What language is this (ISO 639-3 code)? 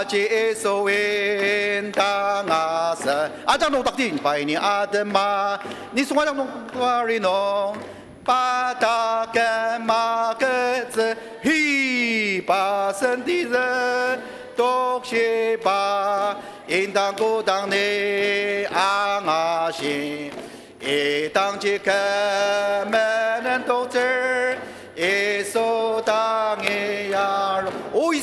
njo